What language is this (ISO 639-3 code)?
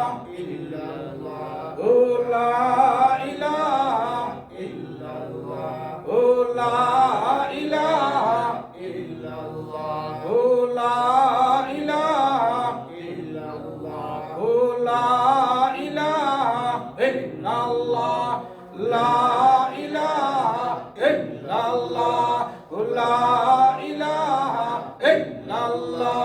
syl